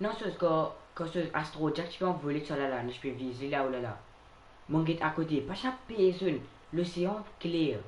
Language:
Morisyen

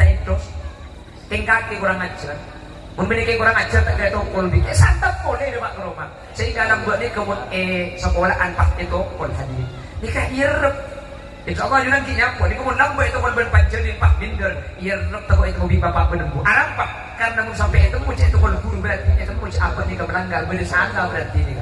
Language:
Madurese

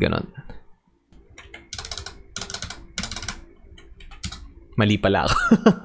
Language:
Filipino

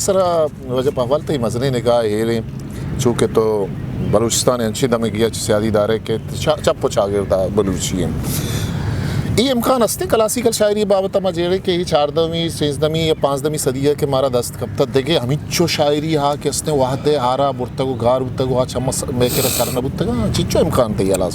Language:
Eastern Balochi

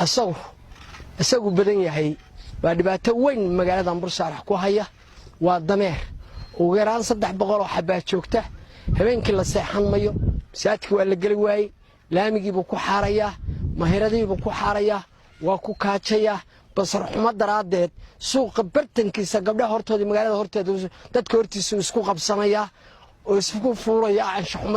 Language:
Somali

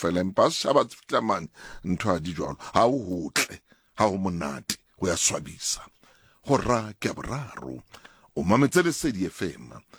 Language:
Southern Sotho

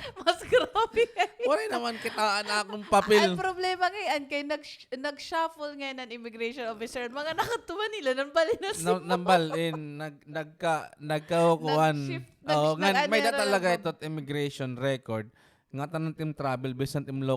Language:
Waray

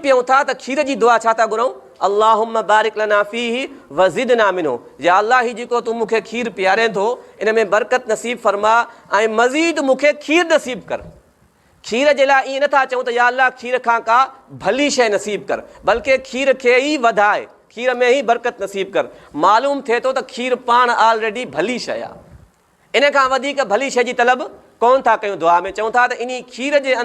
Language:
Sindhi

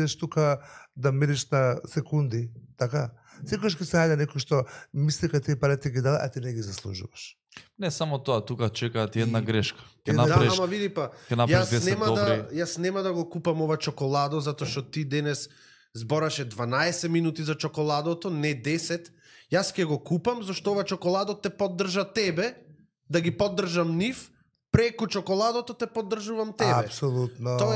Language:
Macedonian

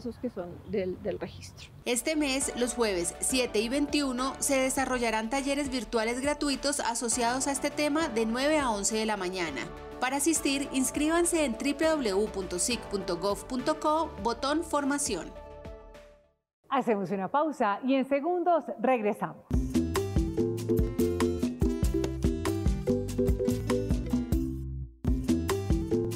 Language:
Spanish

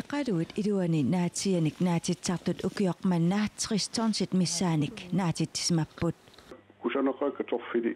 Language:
Kalaallisut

